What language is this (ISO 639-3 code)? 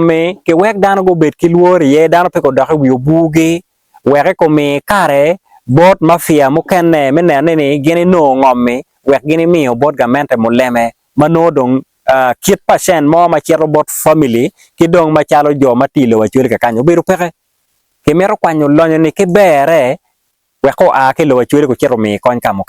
ach